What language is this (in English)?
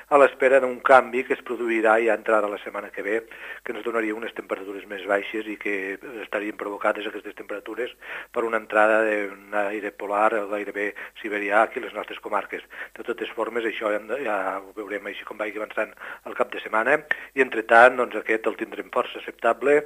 Catalan